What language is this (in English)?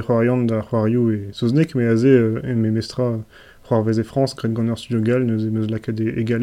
Breton